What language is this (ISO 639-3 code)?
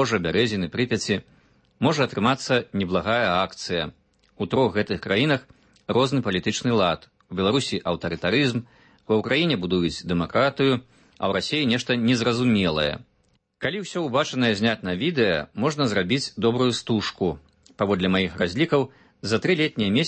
bel